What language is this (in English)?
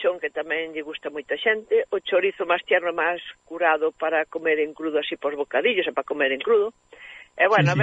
Galician